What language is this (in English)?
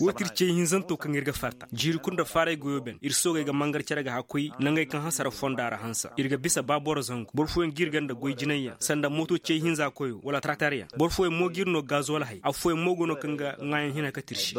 Koyraboro Senni